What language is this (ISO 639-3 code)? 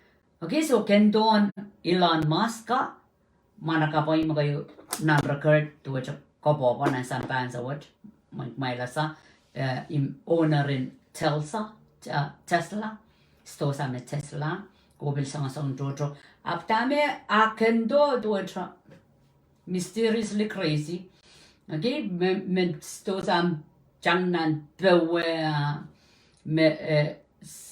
pon